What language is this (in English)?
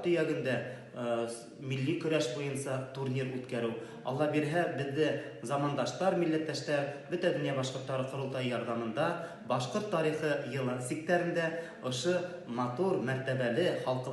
Bashkir